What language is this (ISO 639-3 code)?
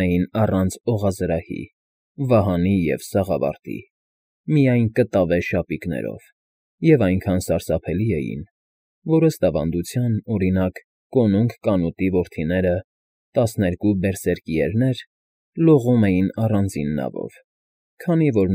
hye